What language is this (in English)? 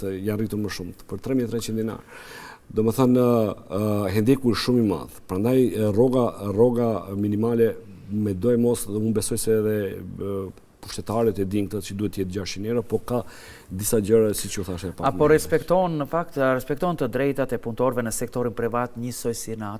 Albanian